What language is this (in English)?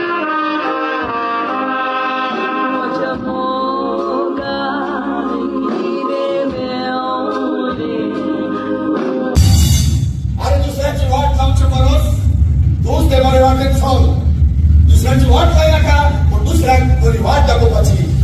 Konkani